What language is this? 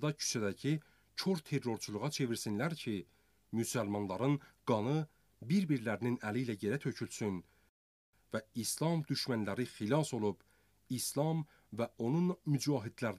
Azerbaijani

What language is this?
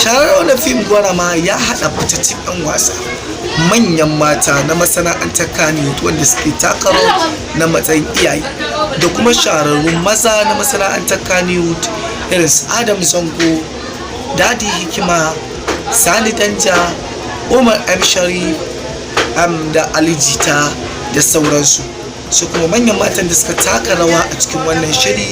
Hausa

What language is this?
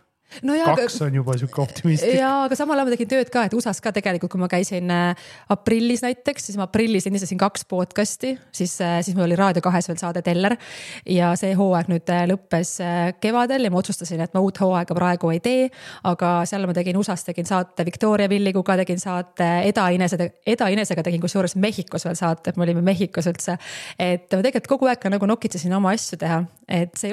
Estonian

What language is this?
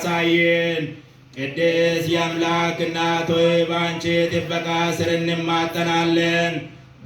Amharic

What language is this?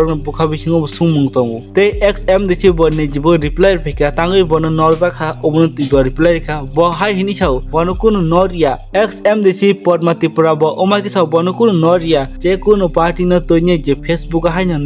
Kok Borok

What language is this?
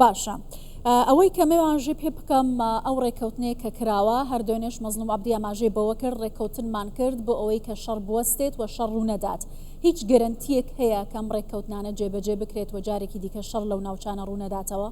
Central Kurdish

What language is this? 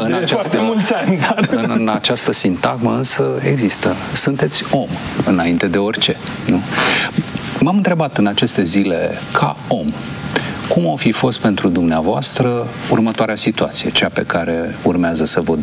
Romanian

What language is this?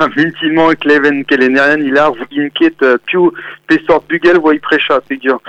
Breton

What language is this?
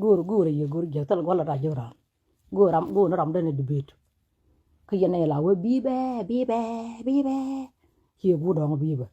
Nuer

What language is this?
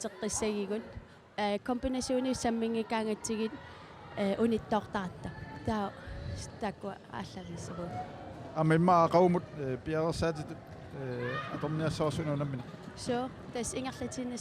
Kalaallisut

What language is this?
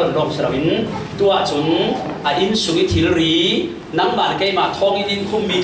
Falam Chin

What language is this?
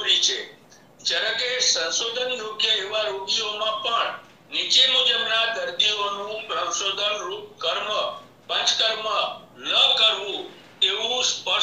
Gujarati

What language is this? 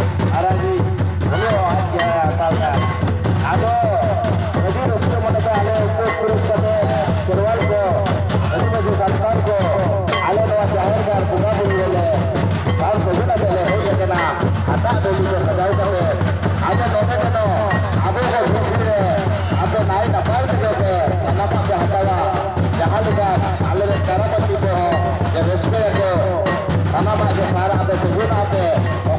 Santali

